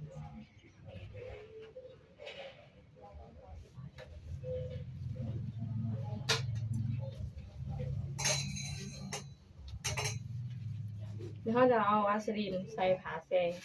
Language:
Lao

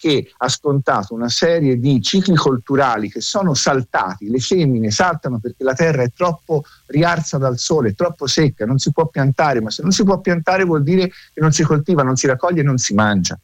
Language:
Italian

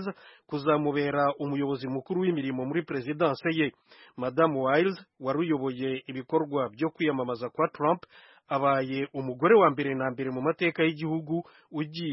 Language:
Kinyarwanda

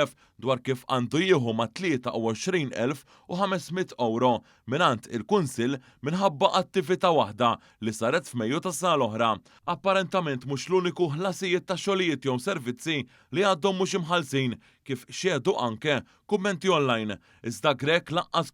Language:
Maltese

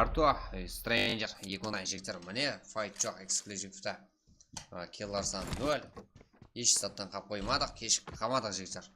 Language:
Kara-Kalpak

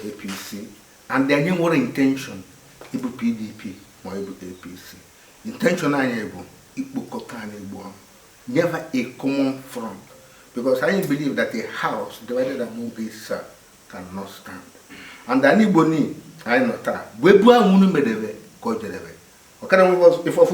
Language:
Igbo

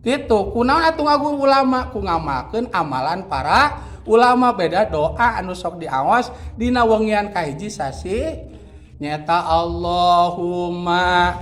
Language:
Sundanese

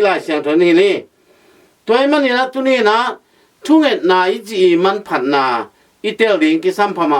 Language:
Tedim Chin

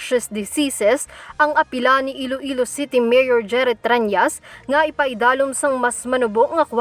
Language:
Hiligaynon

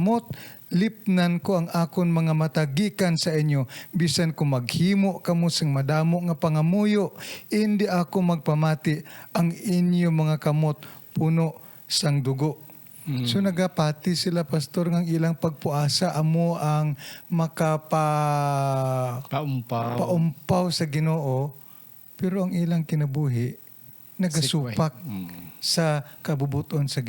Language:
Hiligaynon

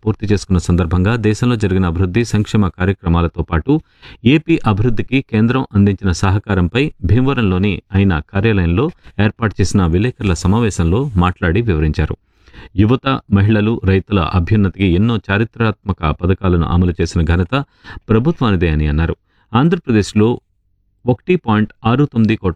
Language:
Telugu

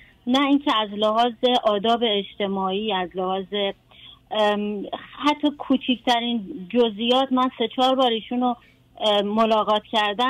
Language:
Persian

